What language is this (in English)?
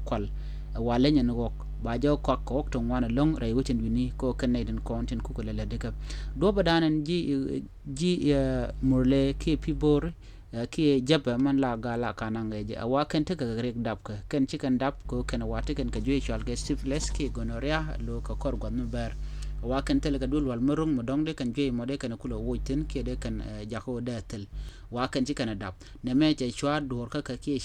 Nuer